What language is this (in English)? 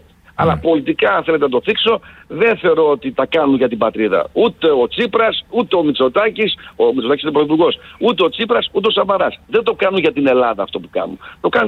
Greek